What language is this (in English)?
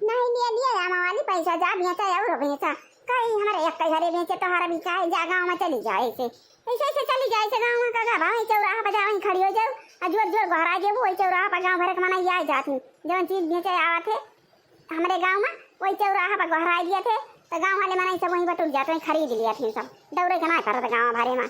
Awadhi